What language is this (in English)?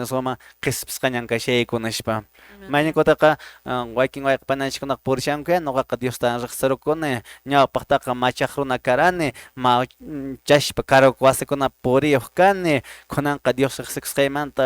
Quechua